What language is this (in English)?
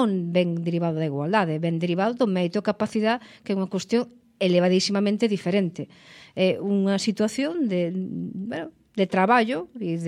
Galician